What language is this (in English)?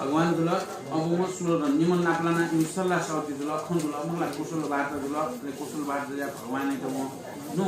Newari